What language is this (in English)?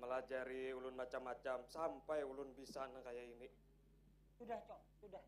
Banjar